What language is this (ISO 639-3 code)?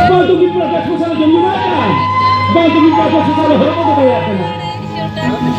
sat